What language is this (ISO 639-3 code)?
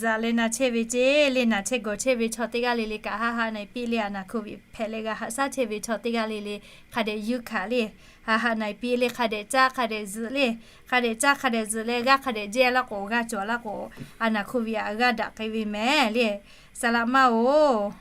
lhu